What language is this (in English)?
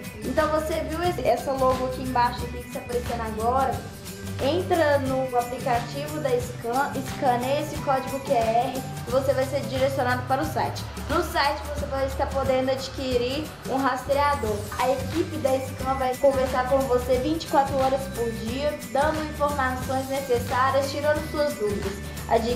Portuguese